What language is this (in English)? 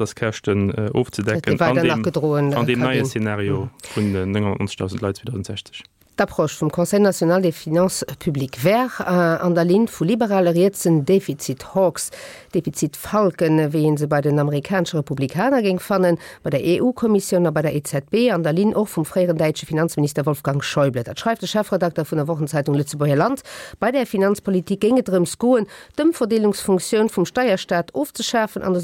Luxembourgish